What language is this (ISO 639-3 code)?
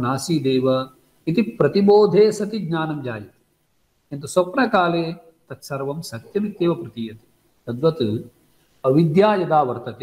san